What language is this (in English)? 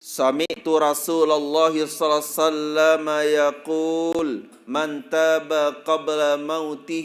Sasak